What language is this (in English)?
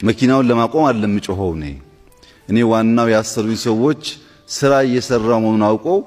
Amharic